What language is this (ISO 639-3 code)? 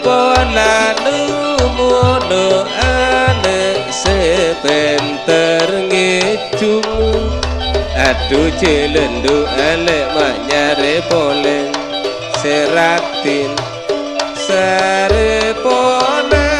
mad